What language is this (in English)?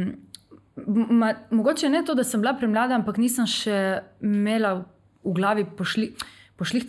Slovenian